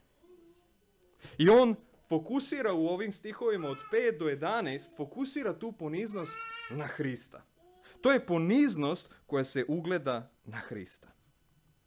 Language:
Serbian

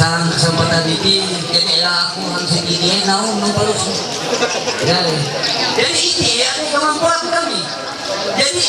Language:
Ma'anyan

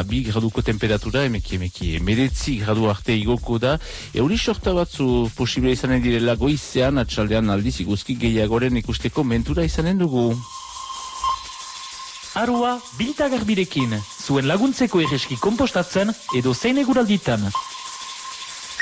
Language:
Basque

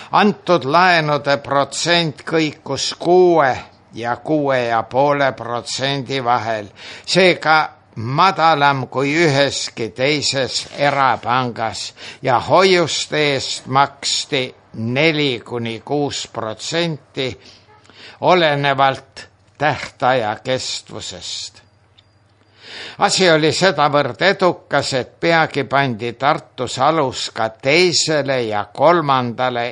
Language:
Estonian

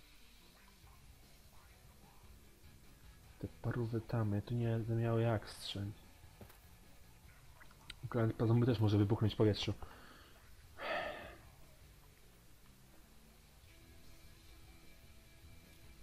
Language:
Polish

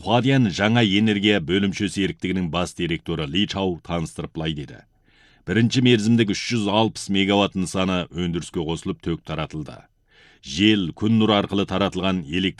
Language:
Kazakh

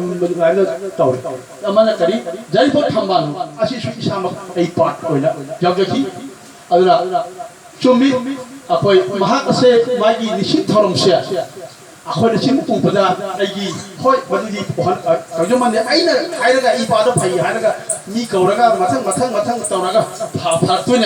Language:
Manipuri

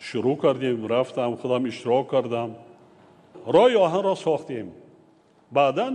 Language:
Tajik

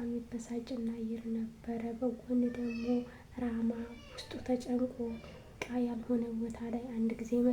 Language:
Amharic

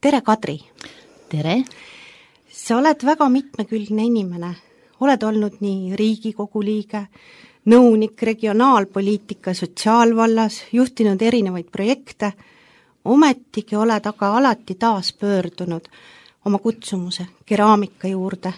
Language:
Estonian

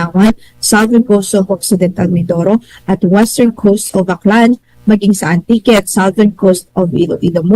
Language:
Bikol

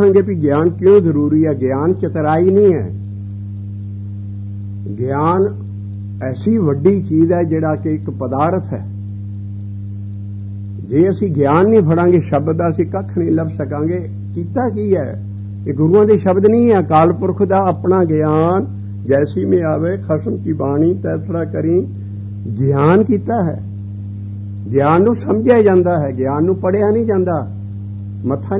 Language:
Punjabi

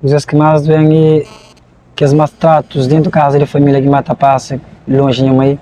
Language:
Kabuverdianu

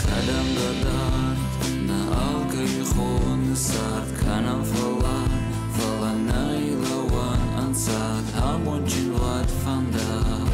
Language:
Ossetic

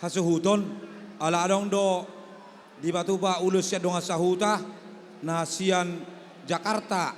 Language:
Batak Toba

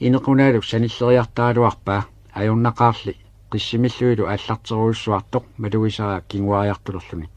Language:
Kalaallisut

